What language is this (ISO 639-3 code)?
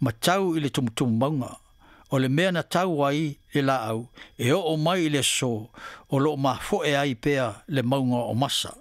smo